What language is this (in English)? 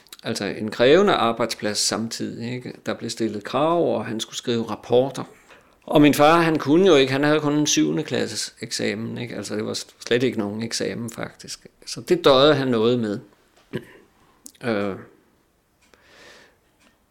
Danish